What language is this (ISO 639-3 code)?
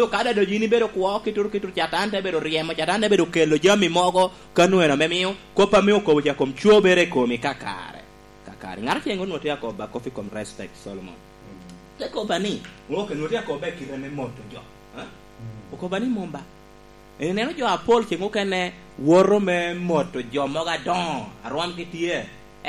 laj